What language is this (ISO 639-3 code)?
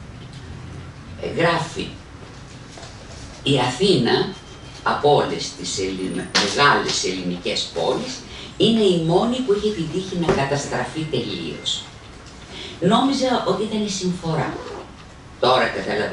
ell